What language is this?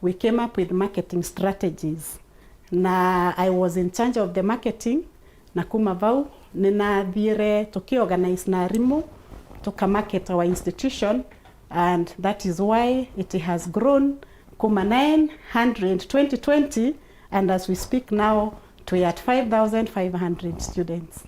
Meru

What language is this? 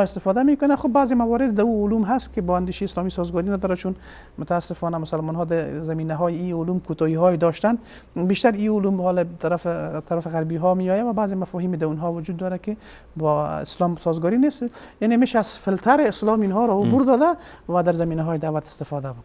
Persian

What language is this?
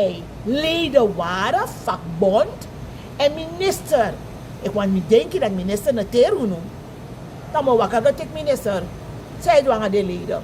Sranan Tongo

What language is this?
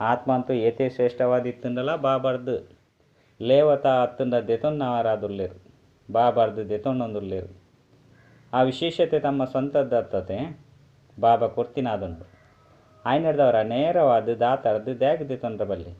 Tulu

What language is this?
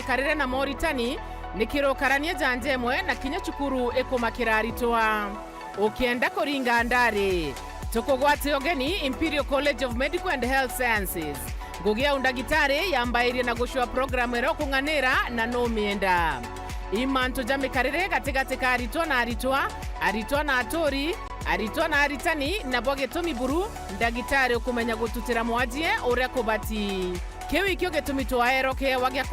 Meru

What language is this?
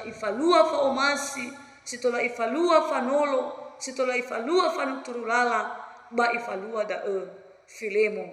Nias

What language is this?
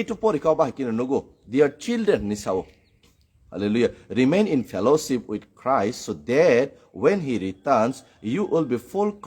Kok Borok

